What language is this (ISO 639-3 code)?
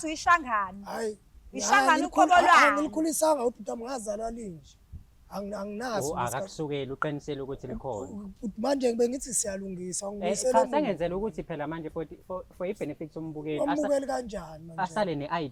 zul